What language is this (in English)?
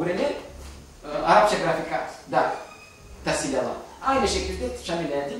Crimean Tatar